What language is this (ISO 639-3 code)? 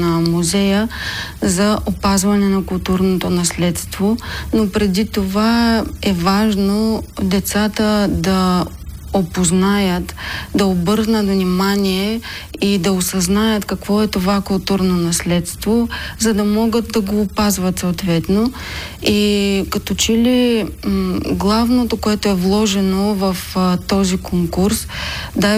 bul